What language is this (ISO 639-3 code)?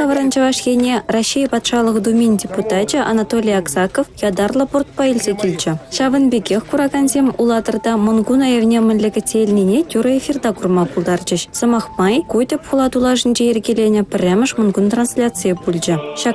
chv